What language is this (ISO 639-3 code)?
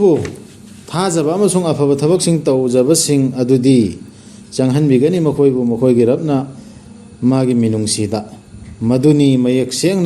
mni